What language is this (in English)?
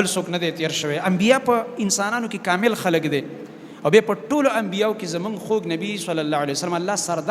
Pashto